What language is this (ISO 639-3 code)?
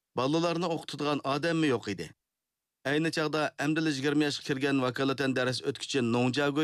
uig